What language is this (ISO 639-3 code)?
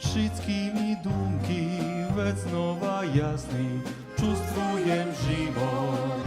rue